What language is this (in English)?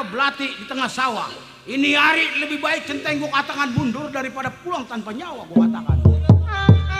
Betawi